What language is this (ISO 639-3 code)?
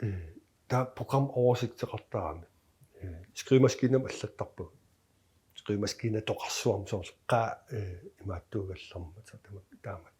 kal